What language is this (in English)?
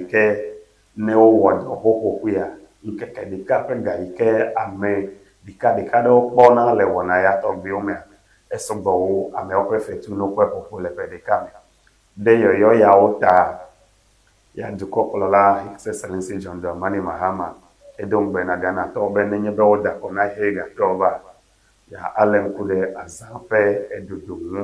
Ewe